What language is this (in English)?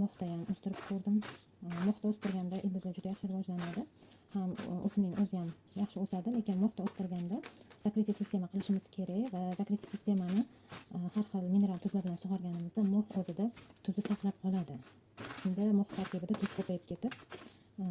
Uzbek